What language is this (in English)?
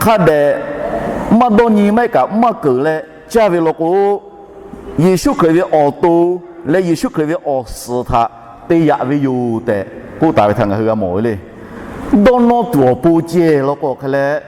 Lahu